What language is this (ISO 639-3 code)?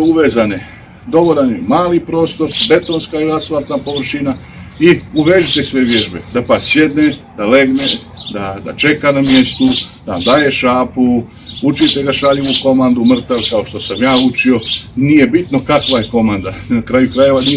hrv